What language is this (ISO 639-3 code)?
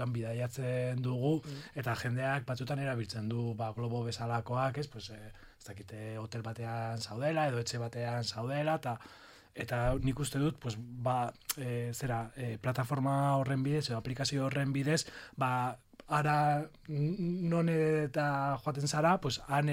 eus